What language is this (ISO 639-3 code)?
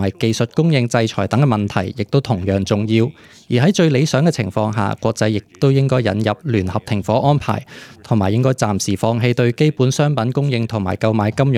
yue